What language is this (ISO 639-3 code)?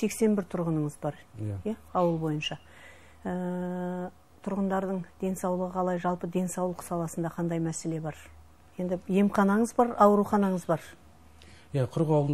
kaz